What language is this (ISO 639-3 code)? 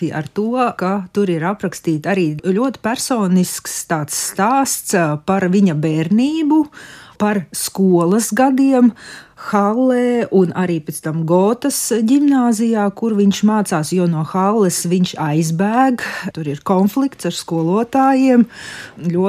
lav